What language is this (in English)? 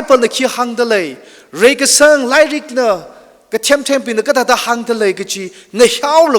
Tangkhul Naga (India)